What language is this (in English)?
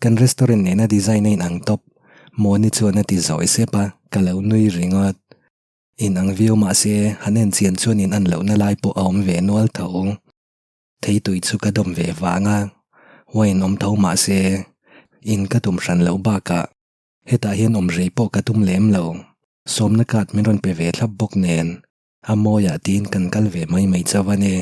Mizo